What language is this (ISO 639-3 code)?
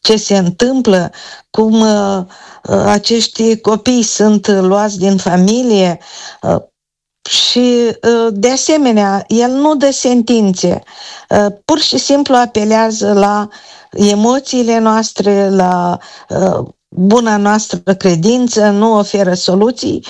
ron